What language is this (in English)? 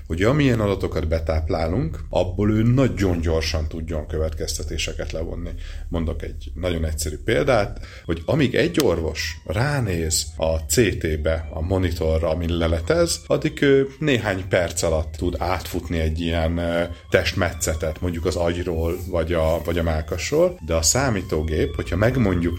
Hungarian